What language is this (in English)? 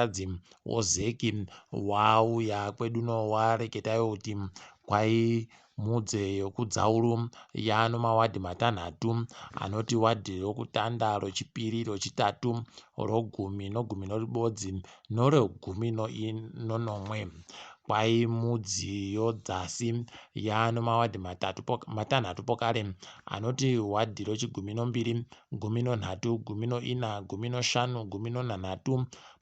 Ndau